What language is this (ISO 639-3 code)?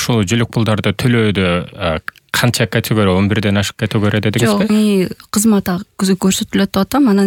kir